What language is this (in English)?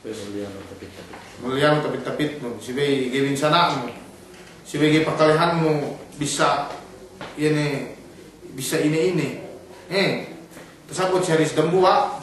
Yakan